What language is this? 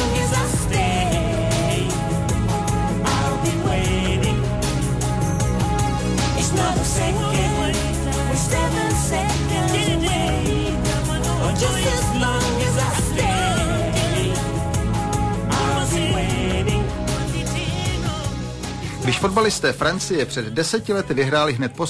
Czech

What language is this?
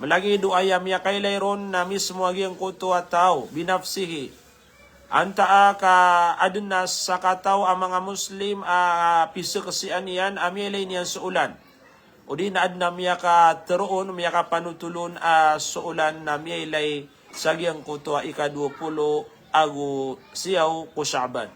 Maranao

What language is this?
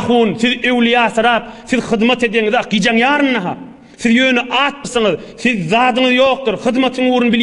Turkmen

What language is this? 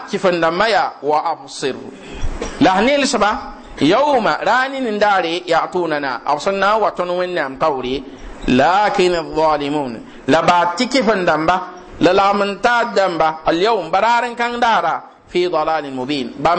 Mossi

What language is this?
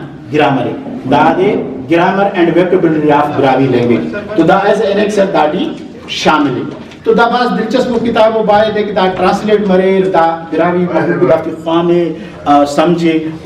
Brahui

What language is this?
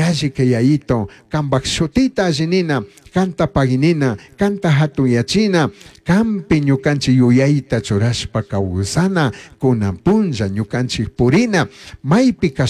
Chimborazo Highland Quichua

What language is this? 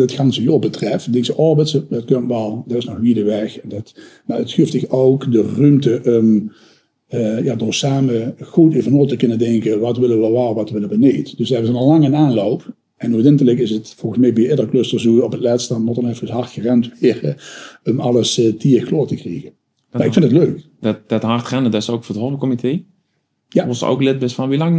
Limburgish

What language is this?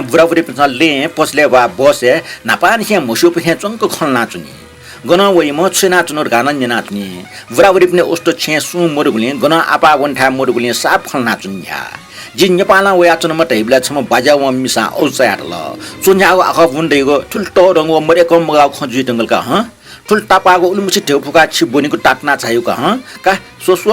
Newari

